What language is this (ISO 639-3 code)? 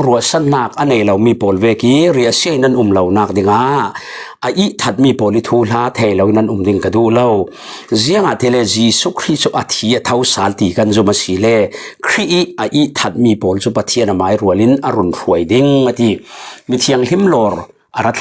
cfm